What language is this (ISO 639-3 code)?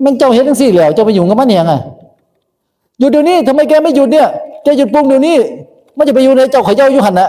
tts